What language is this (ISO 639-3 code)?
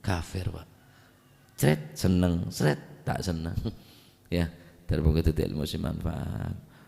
mad